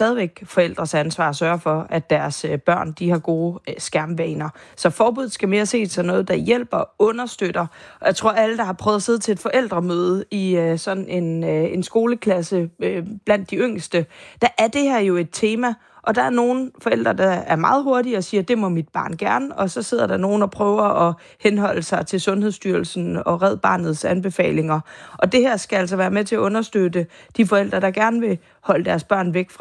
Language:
Danish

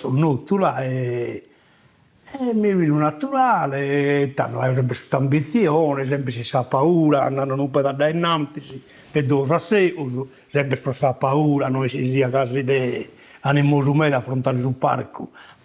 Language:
Sardinian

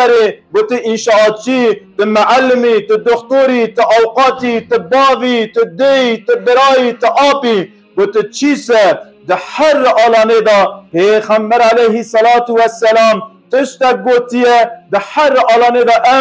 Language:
Kurdish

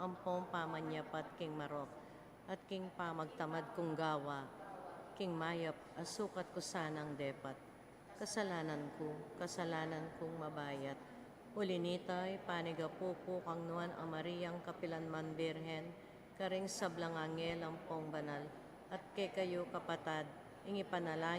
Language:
Pampanga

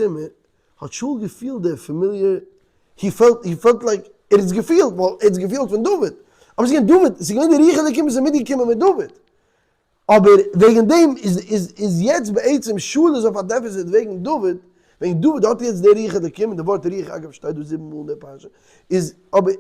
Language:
Yiddish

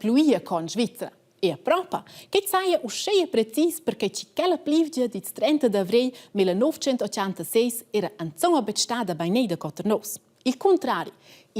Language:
Romansh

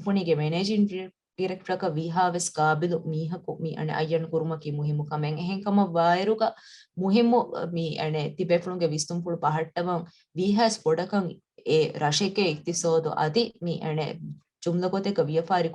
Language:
Divehi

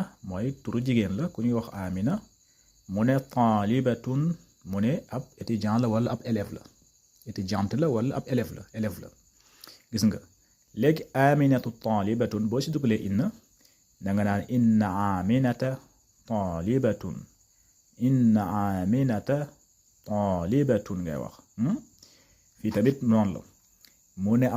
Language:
Wolof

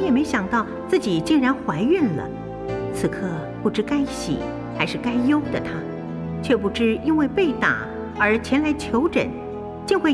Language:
Min Nan Chinese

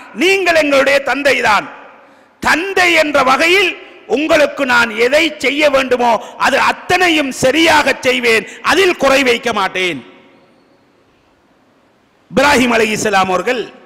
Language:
Tamil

